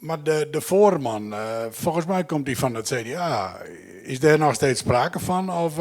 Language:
Western Frisian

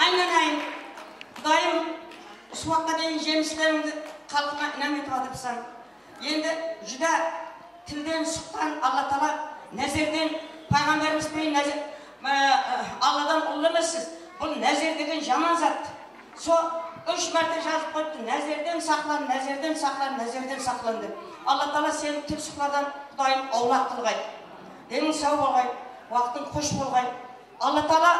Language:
Kara-Kalpak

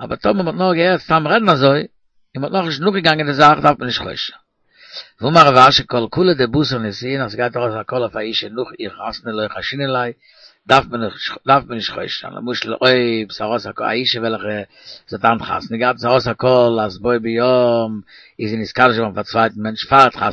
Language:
Yiddish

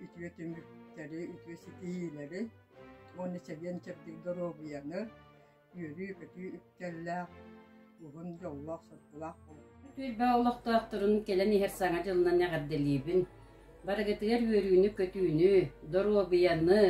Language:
Yakut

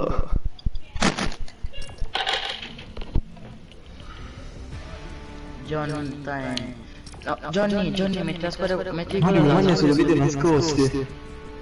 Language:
Italian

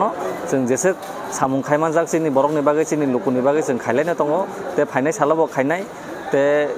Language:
Kok Borok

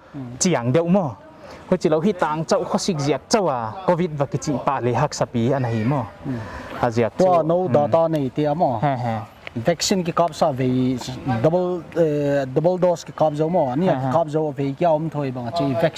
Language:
Paite Chin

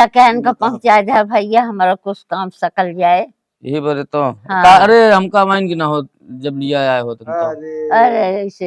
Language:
Awadhi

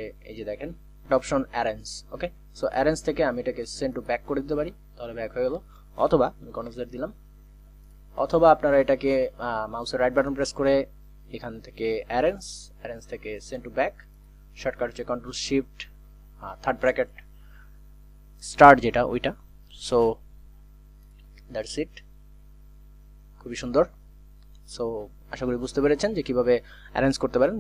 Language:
Bangla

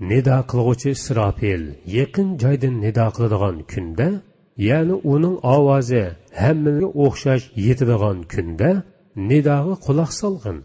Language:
Uyghur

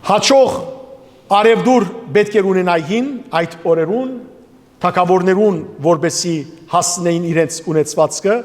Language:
Western Armenian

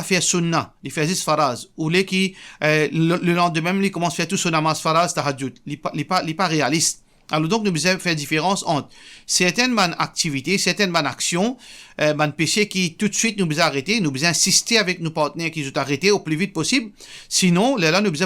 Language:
Morisyen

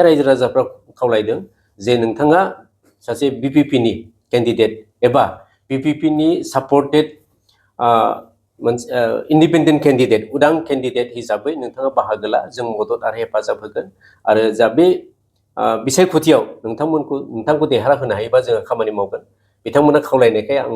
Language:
Bodo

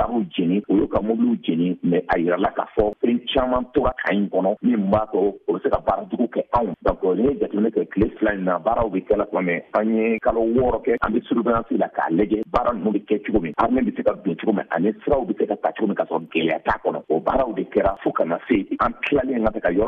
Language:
Bambara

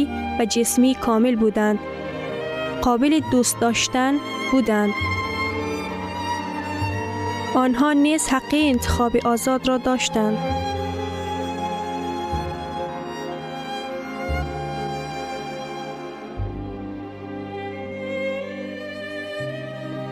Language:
Persian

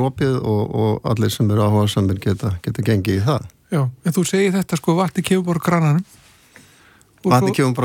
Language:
Icelandic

